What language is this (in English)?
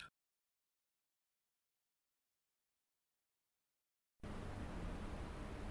Icelandic